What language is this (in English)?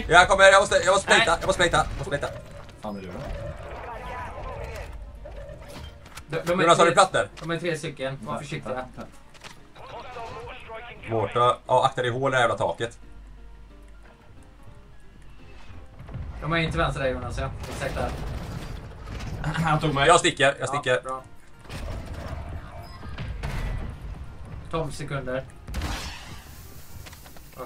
Swedish